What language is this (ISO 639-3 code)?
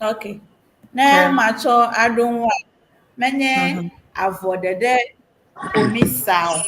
ewe